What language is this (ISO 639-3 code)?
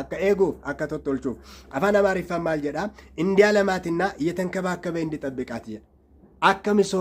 orm